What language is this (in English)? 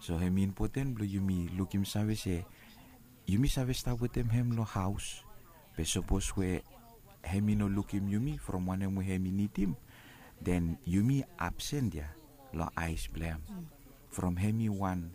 Bislama